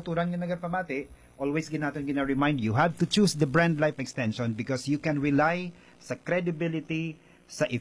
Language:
Hiligaynon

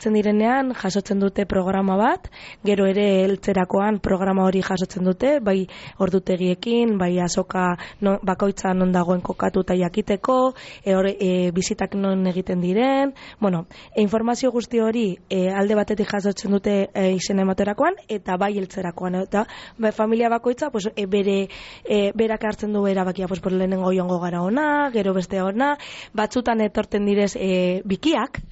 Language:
Basque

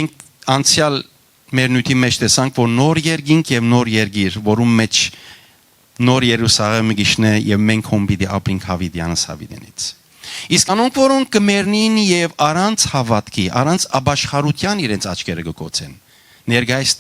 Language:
Western Armenian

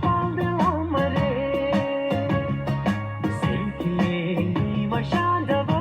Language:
Tibetan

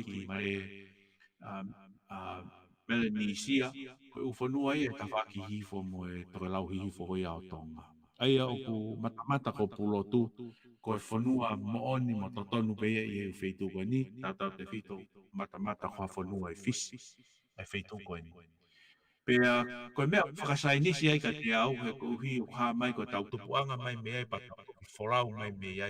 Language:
Tongan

